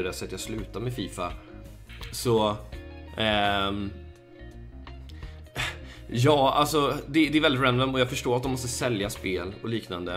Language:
Swedish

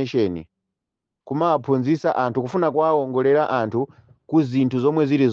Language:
Nyanja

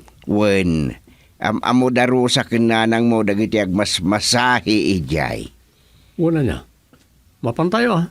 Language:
Iloko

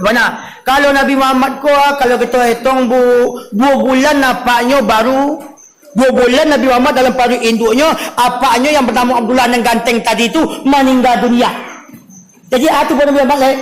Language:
Minangkabau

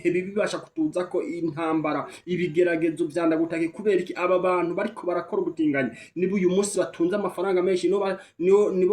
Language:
Rundi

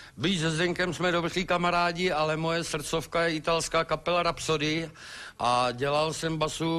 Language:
Czech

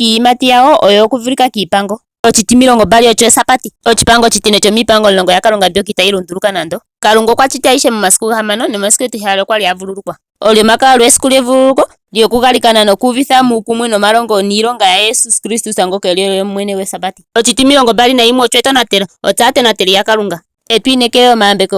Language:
Ndonga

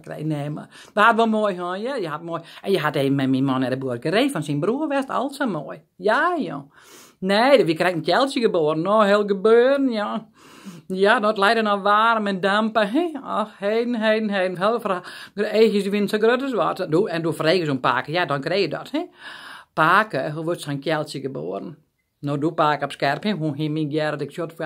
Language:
Western Frisian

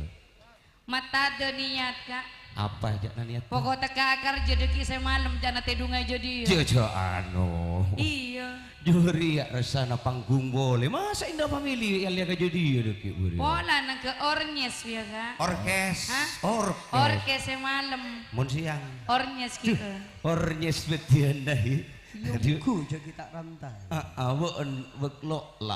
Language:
Madurese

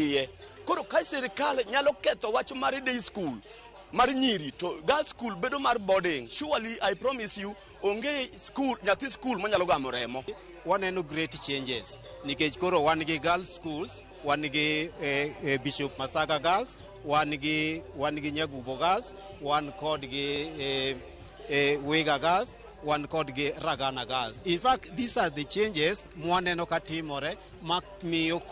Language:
Luo (Kenya and Tanzania)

